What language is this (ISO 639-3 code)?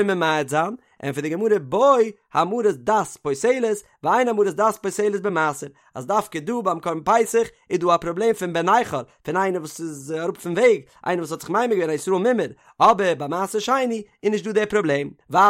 yid